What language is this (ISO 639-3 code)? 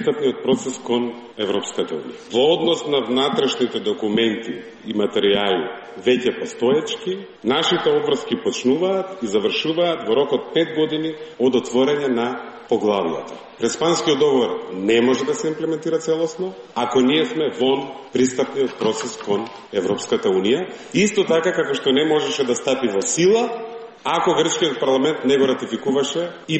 mkd